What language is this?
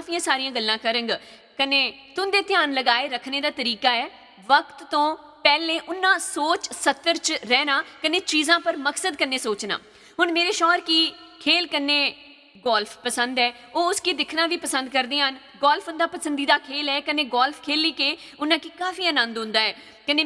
Dogri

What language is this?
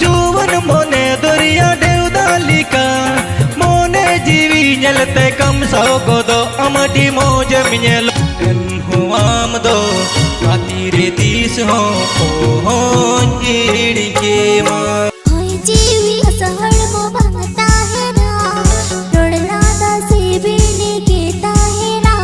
Santali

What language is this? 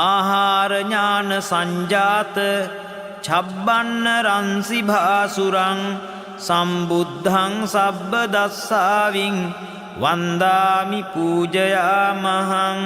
Pali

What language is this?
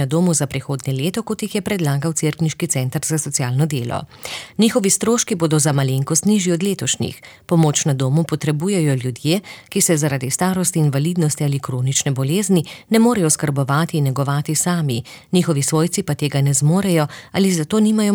Slovenian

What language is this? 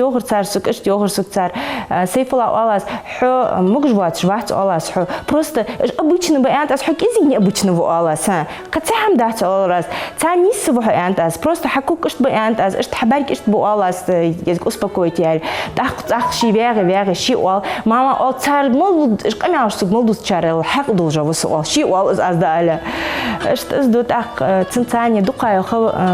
Ingush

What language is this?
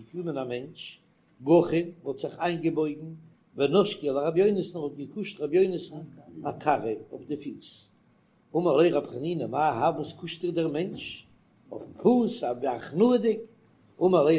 Yiddish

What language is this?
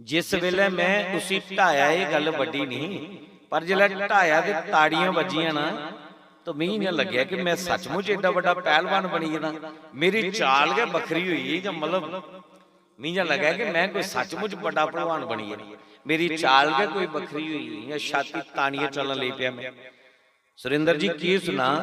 Dogri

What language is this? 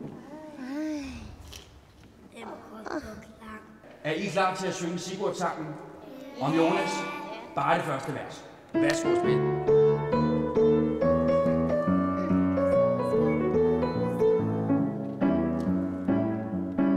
Danish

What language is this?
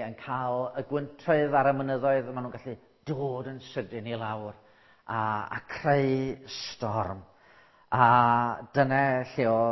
Welsh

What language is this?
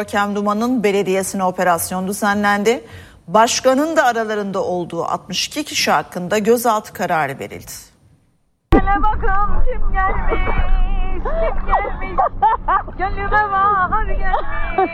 Turkish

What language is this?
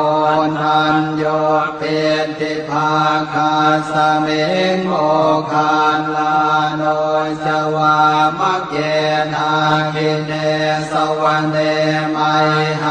Pali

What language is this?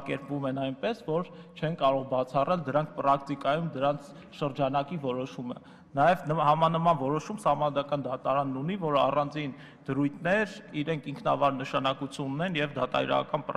Armenian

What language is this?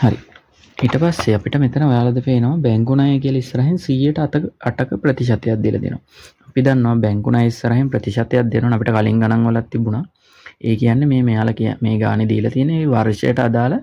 Sinhala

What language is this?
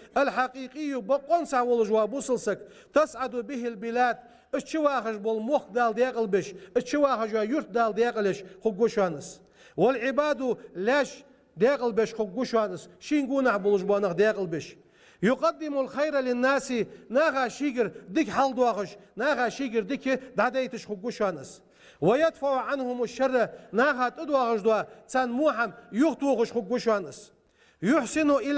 Ingush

